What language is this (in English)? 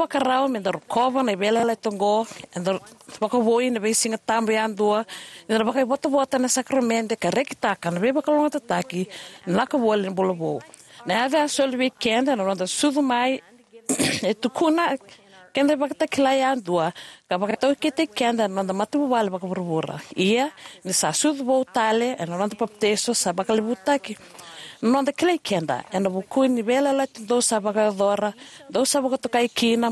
Fijian